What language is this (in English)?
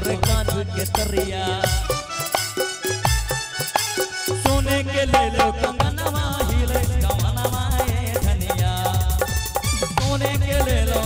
Bhojpuri